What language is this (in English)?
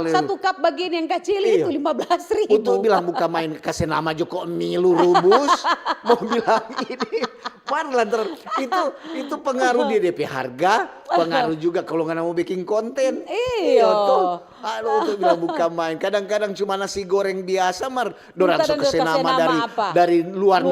Manado Malay